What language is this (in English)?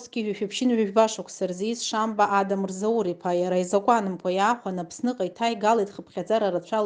Abkhazian